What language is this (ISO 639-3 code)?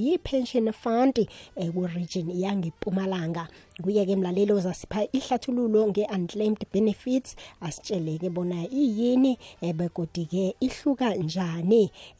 nbl